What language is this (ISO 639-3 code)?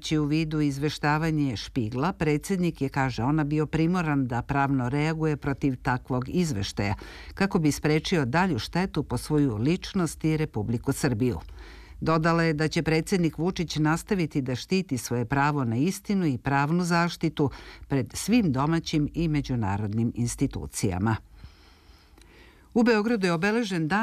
srp